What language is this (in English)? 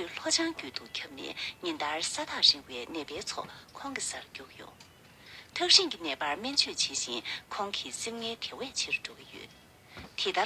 Tibetan